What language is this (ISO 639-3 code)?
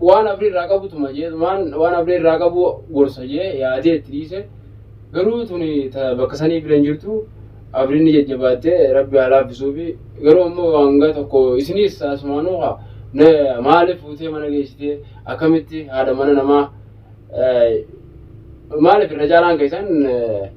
orm